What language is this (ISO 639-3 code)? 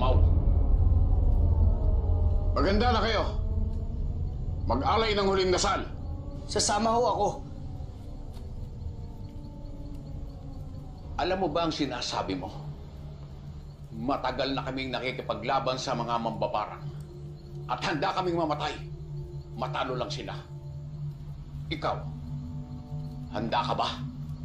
fil